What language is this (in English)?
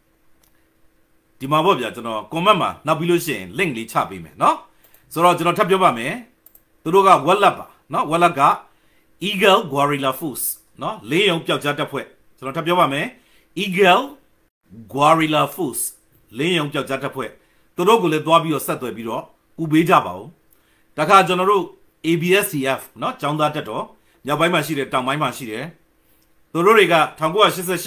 Burmese